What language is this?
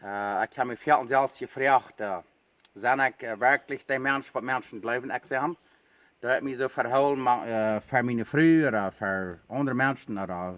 Plautdietsch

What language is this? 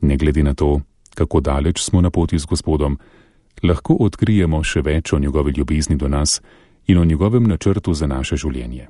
Slovenian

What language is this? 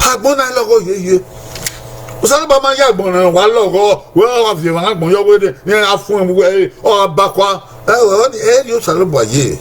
Bini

